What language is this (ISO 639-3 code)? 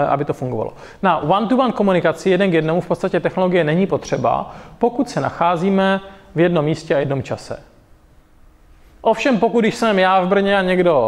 ces